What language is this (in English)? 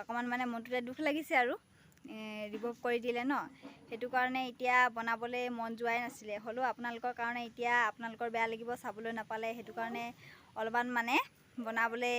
Assamese